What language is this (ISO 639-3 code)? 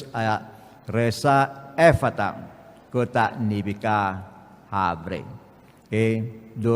pap